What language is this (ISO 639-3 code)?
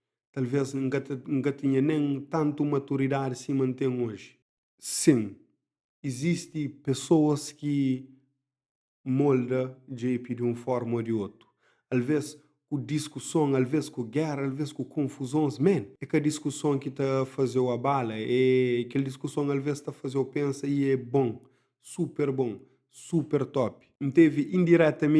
kea